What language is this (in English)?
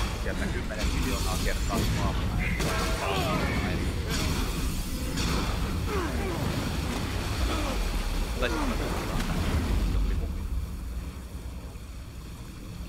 Finnish